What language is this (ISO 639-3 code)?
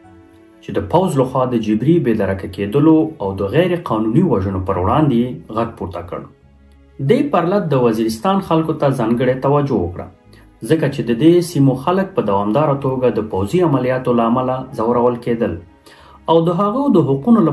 pus